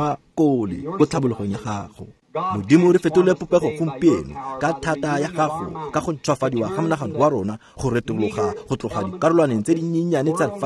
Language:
Tswana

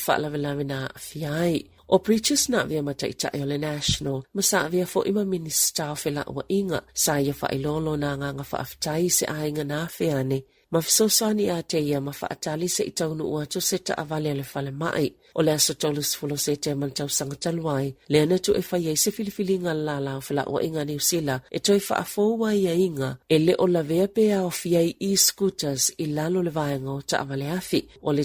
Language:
Samoan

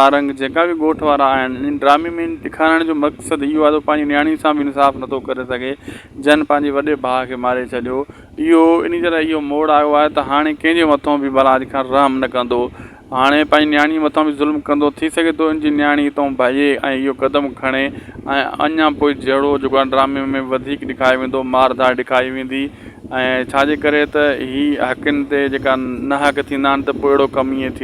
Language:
Sindhi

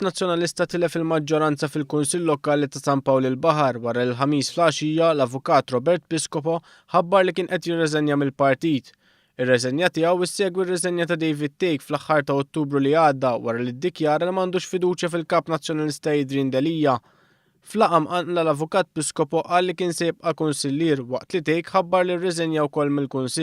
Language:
Maltese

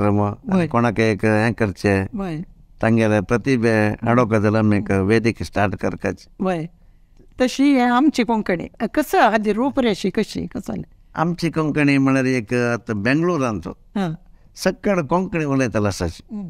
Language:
Konkani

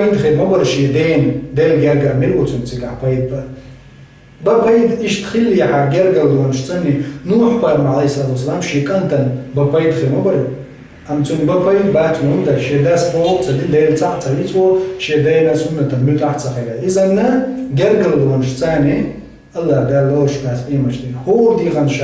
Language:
Chechen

